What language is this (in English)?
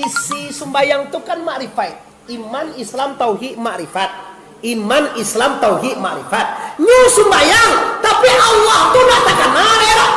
Minangkabau